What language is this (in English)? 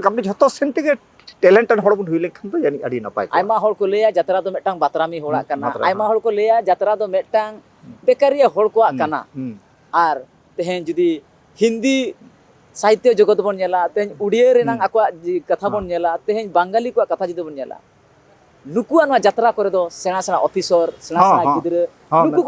Santali